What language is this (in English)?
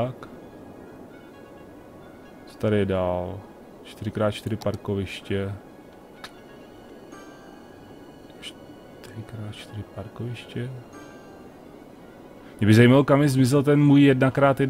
Czech